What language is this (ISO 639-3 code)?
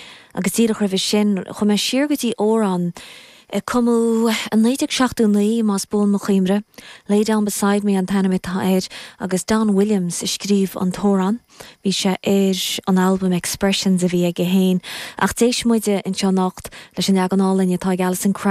gle